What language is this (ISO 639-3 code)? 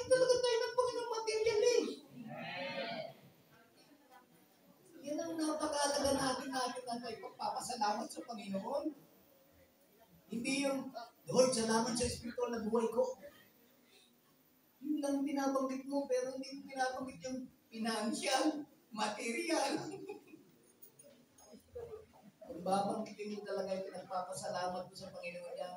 fil